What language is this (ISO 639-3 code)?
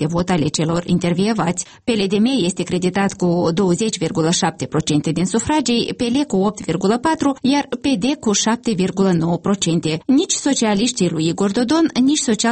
ron